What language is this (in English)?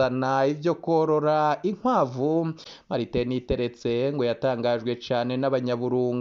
Rundi